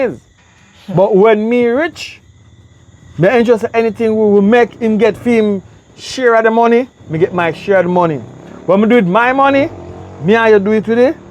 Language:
Jamaican Creole English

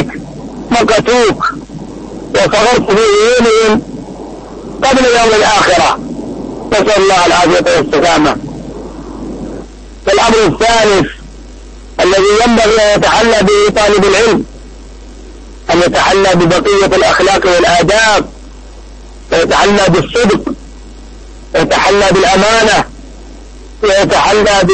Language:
Arabic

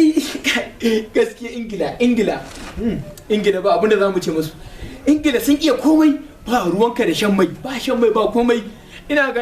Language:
Hausa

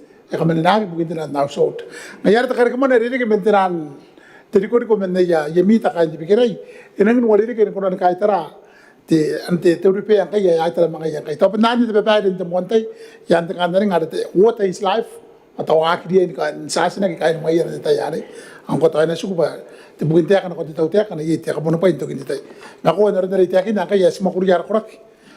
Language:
Gilbertese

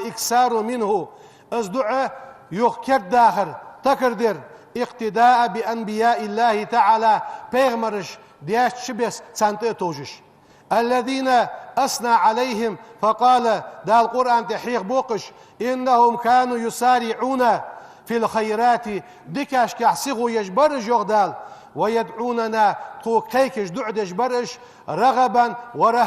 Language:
Ingush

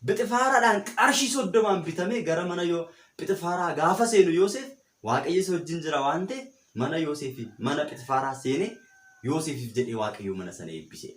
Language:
Oromo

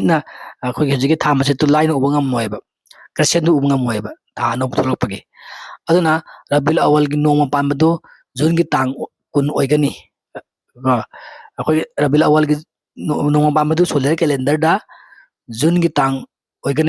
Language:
Manipuri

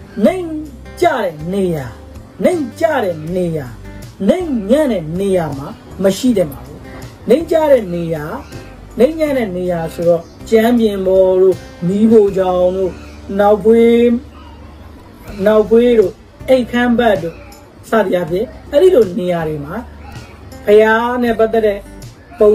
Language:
Burmese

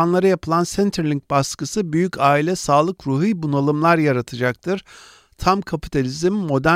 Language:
Turkish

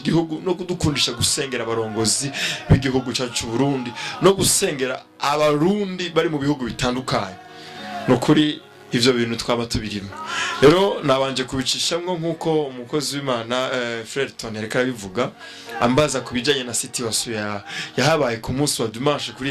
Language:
Rundi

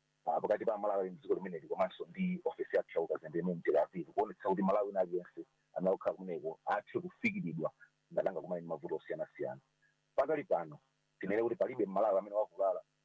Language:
Nyanja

